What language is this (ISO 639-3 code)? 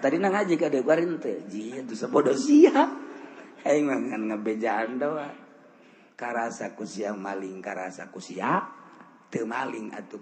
sun